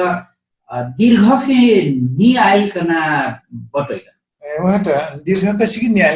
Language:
Dangaura Tharu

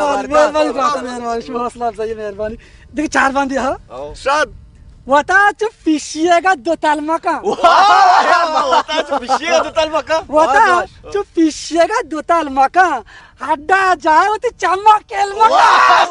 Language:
Baluchi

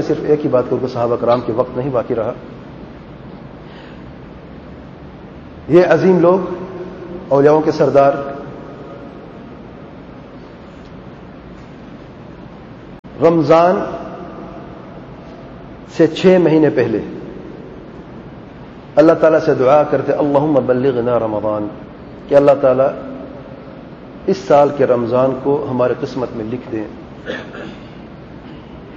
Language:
Urdu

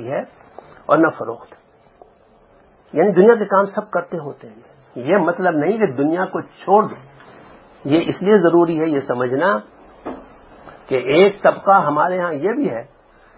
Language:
Urdu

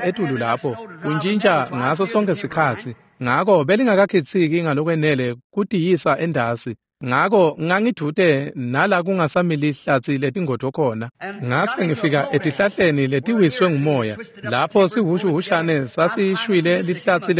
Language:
Swati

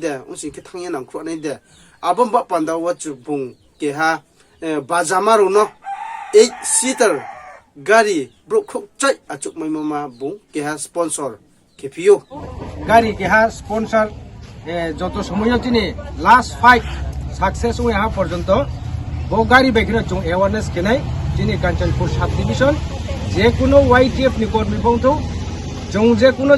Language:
Riang (India)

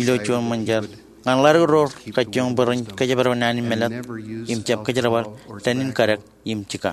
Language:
Marshallese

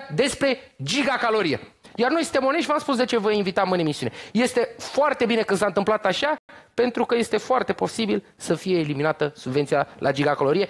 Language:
Romanian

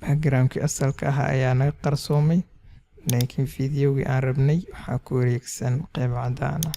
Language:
Somali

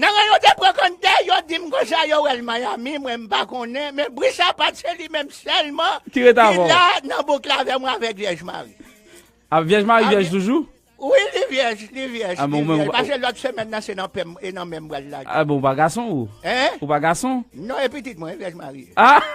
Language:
Haitian Creole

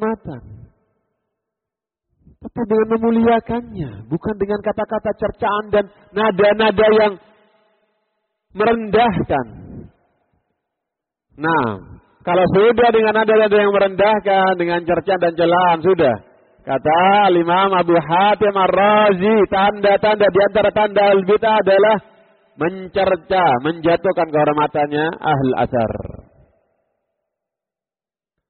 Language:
Indonesian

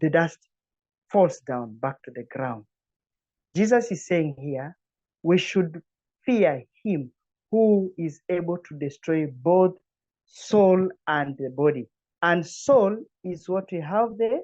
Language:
English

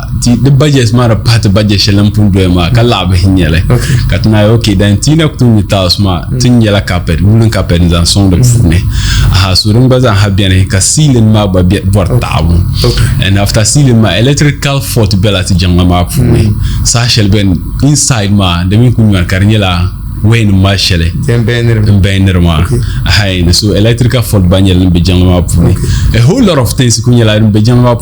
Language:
Dagbani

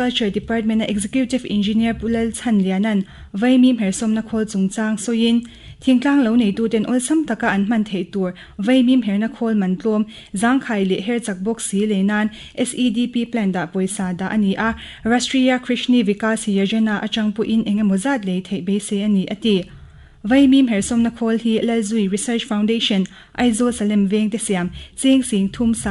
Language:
Mizo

